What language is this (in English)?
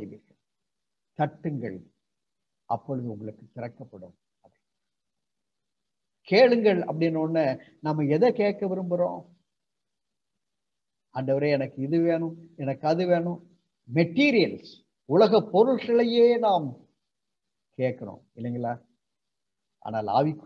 Tamil